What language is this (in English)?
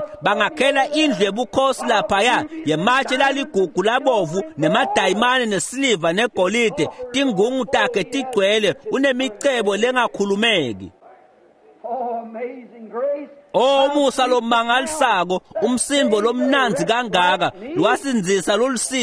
Swati